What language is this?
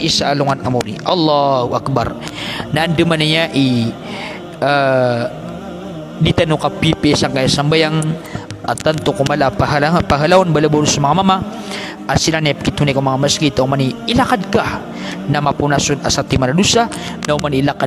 Maranao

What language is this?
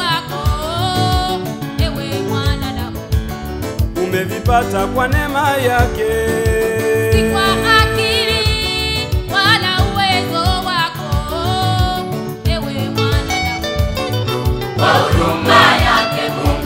Swahili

